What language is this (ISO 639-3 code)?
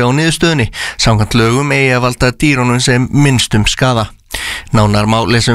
isl